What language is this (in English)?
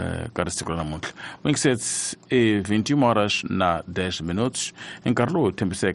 Tsonga